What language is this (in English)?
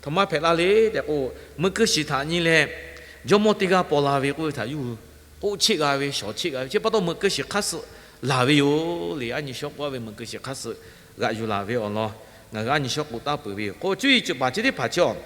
Lahu